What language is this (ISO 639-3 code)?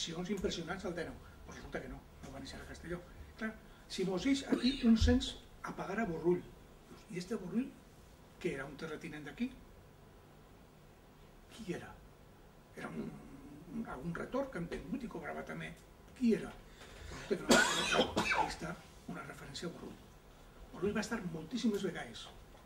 cat